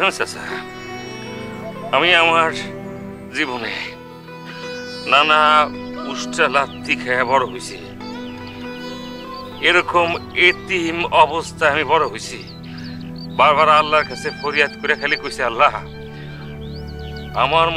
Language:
Bangla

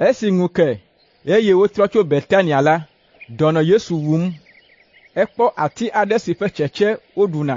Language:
Ewe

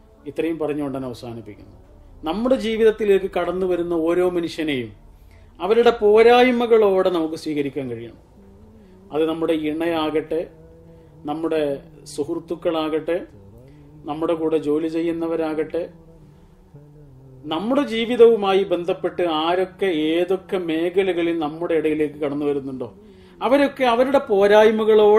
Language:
Malayalam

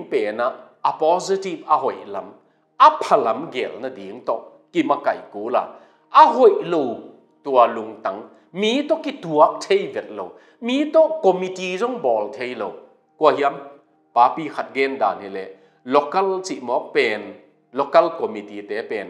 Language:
Tedim Chin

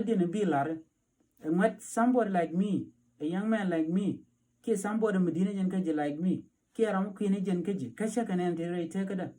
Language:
Nuer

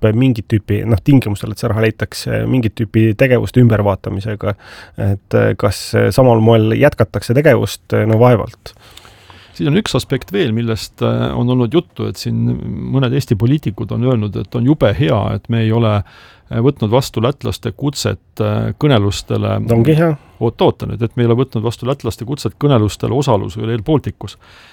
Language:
Estonian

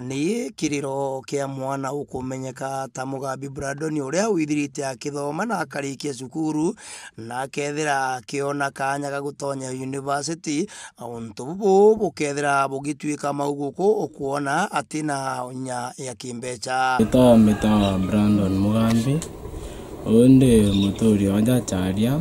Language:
Meru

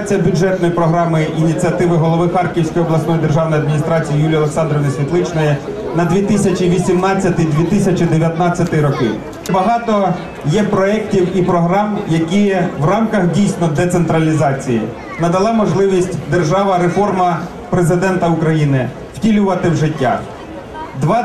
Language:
Ukrainian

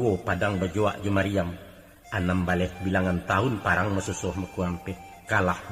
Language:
Minangkabau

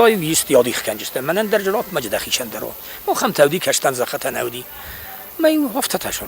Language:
Ossetic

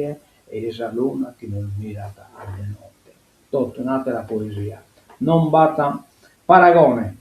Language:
Sardinian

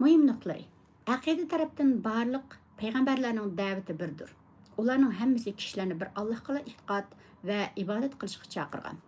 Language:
Uyghur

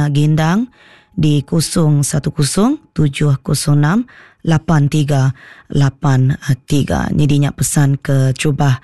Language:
Iban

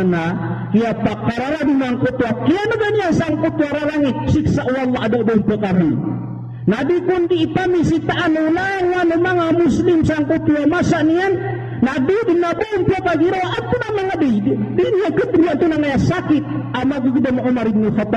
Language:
Maranao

